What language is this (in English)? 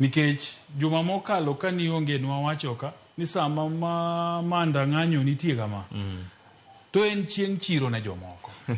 Luo (Kenya and Tanzania)